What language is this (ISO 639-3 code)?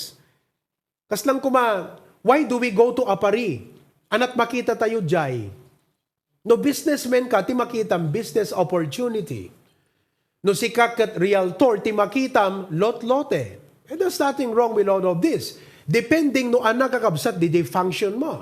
ilo